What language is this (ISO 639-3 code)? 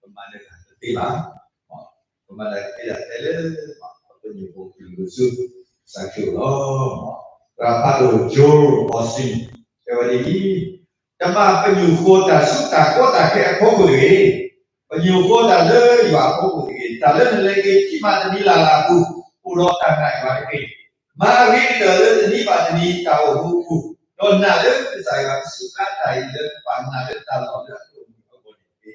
ksw